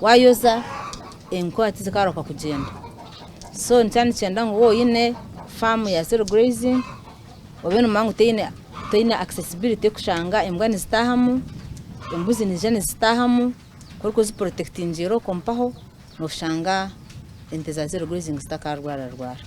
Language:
Nyankole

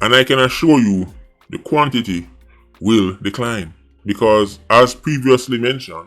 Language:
Jamaican Creole English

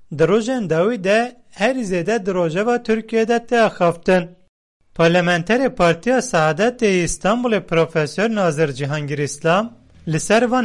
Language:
Kurdish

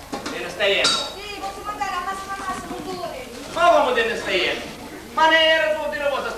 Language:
Sicilian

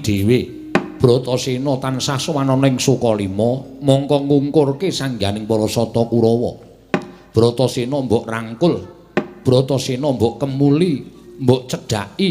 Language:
Javanese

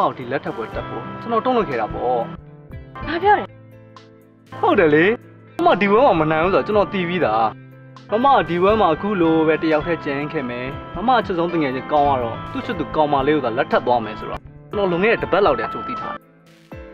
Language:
Burmese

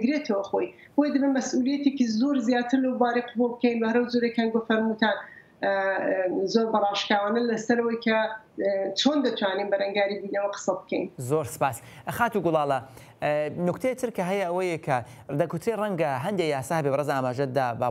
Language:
Central Kurdish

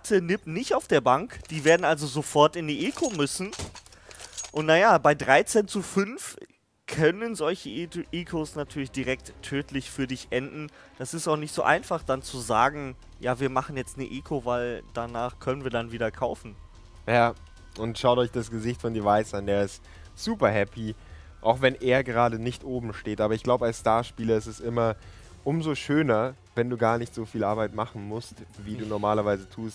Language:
German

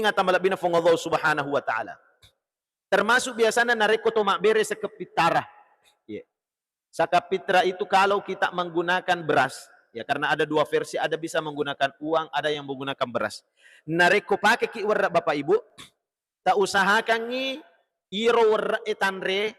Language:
Buginese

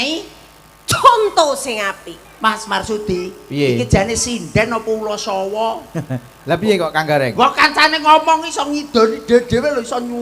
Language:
Javanese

